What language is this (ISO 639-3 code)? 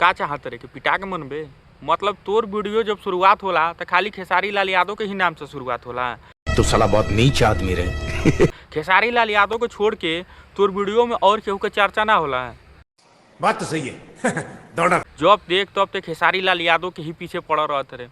bho